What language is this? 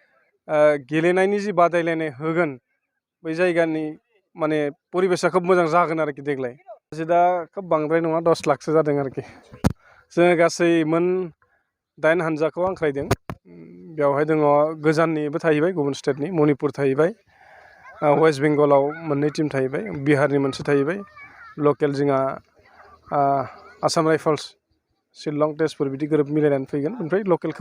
Bodo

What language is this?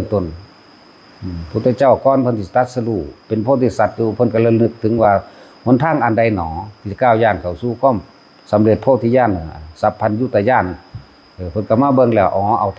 Northeastern Thai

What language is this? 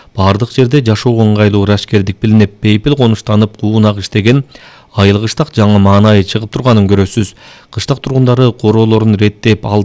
Kyrgyz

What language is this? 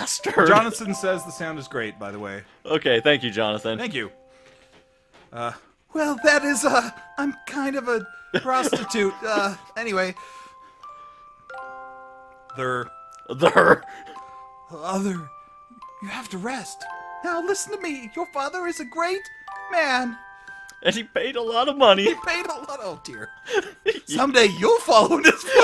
English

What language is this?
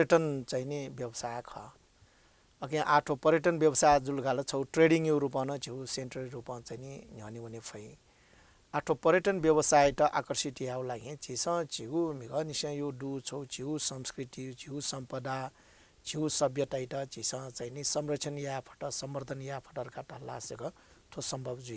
Newari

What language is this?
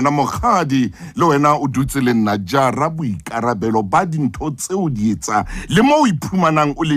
Southern Sotho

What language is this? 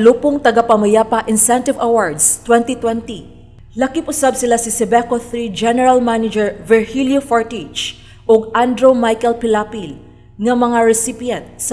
Cebuano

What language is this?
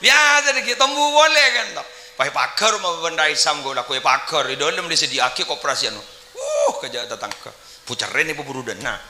Madurese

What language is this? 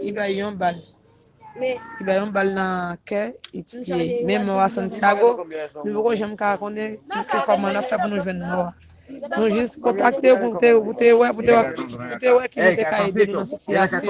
Haitian Creole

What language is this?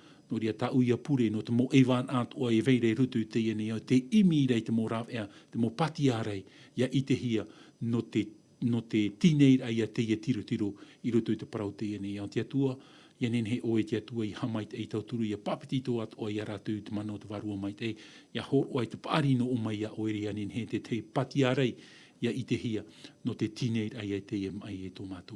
Tahitian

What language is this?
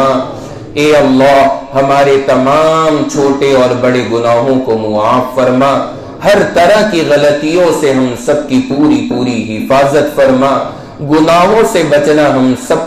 Urdu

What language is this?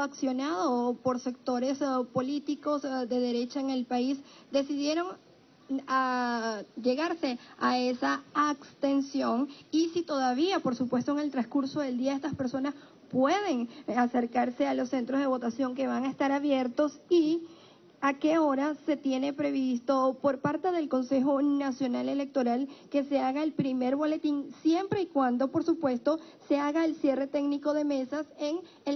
Spanish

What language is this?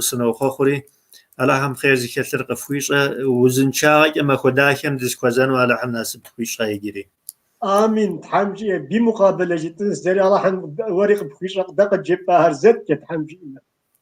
Kabardian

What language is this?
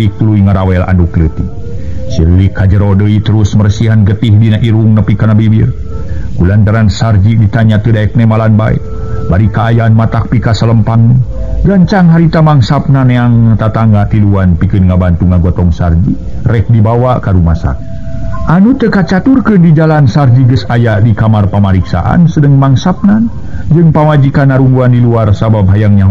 Sundanese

